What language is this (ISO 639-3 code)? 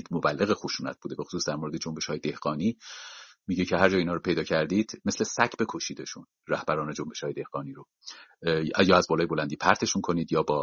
fas